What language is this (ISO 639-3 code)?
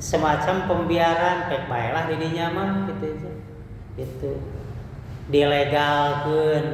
sun